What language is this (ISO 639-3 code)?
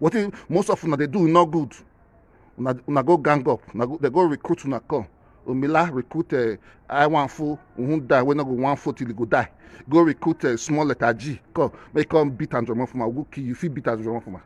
pcm